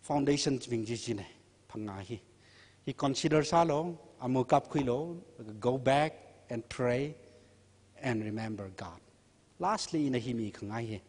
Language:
Tangkhul Naga (India)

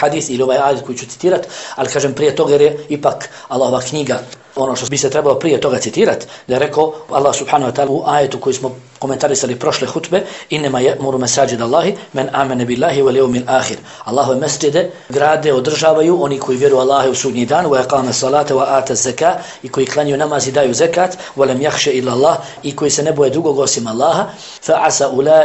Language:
Bosnian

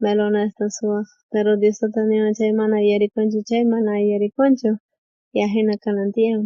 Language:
South Bolivian Quechua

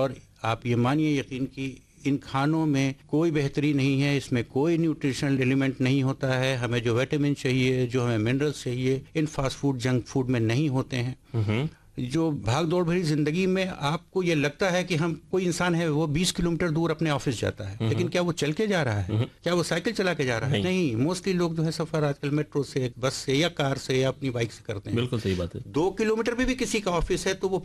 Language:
Hindi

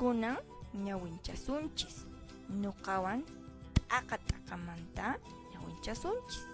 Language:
Quechua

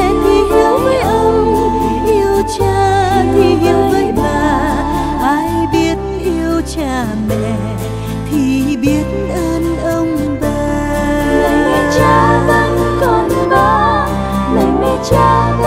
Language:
Vietnamese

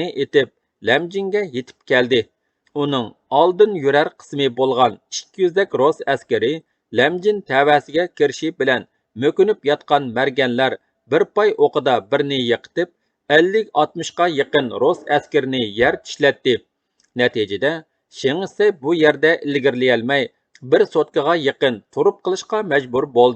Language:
Uyghur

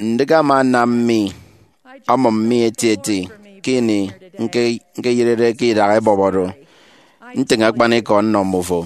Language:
Efik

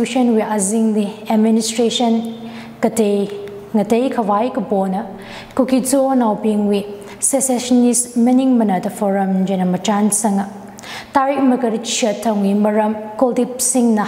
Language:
Tangkhul Naga (India)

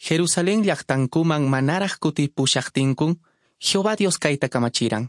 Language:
Quechua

